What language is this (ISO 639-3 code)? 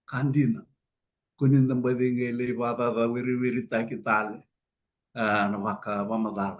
fij